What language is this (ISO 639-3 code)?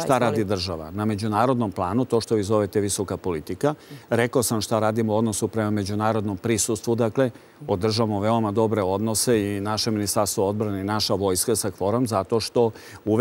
srp